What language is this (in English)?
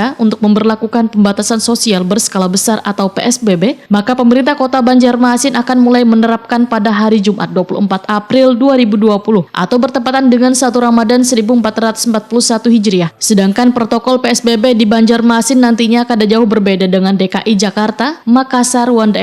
Banjar